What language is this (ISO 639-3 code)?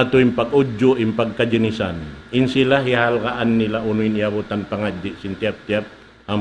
tsg